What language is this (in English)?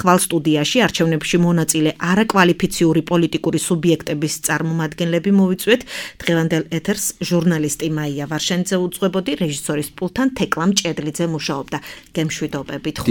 Georgian